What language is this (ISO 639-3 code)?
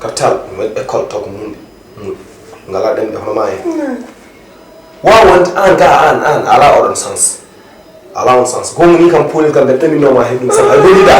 ful